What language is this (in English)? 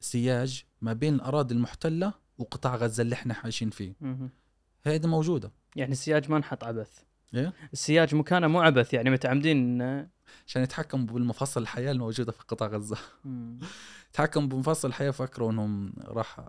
Gulf Arabic